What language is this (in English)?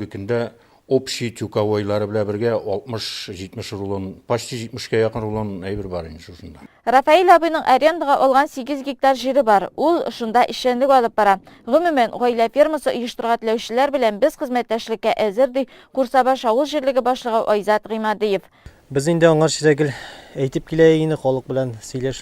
Tatar